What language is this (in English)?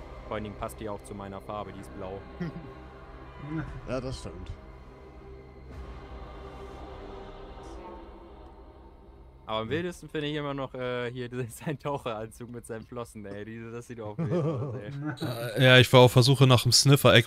German